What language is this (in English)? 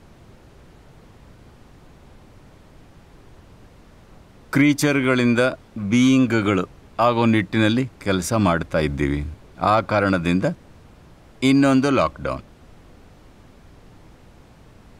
Kannada